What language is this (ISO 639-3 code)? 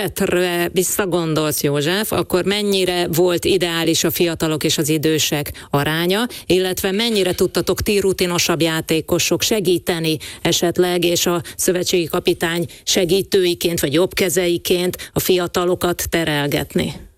hun